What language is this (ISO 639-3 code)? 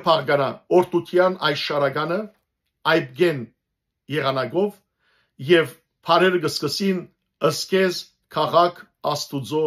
hyw